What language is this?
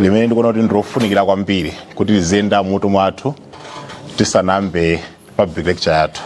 Nyanja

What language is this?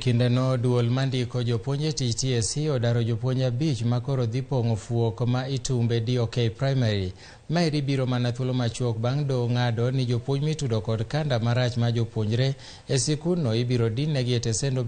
Luo (Kenya and Tanzania)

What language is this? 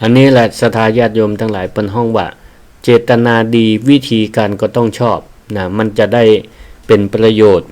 Northern Thai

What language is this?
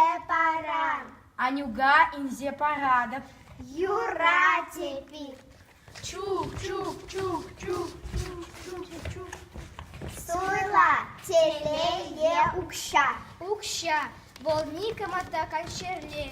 Chuvash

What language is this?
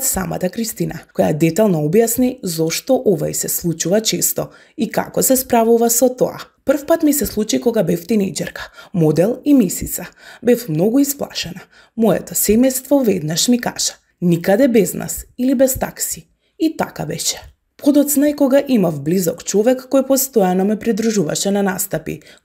Macedonian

